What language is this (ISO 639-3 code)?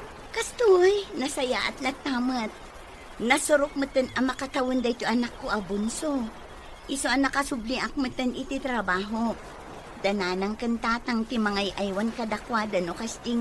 ilo